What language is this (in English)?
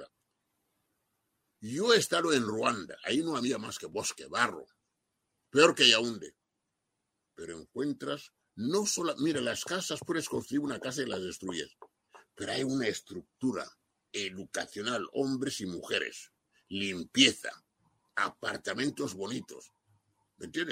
Spanish